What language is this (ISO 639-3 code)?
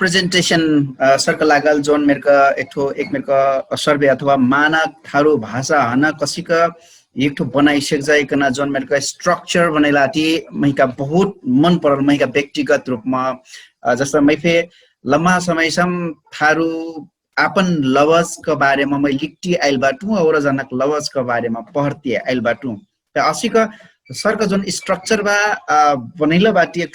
thl